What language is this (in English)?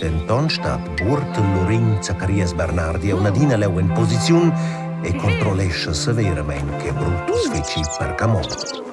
Romansh